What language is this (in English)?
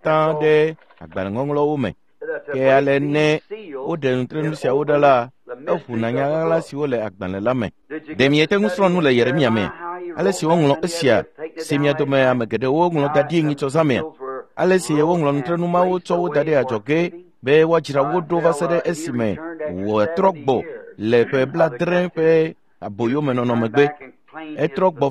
Ewe